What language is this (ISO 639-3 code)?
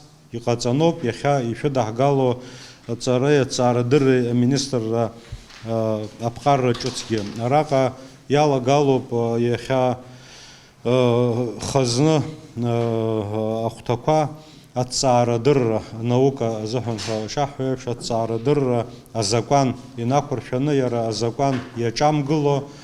abk